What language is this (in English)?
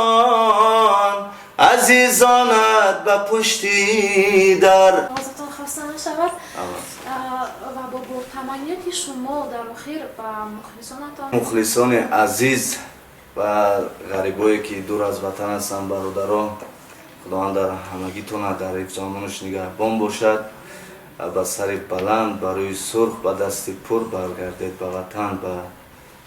Tajik